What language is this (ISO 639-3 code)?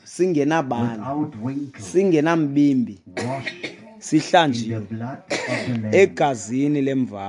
xho